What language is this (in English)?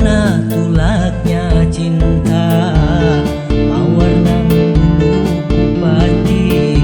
Banjar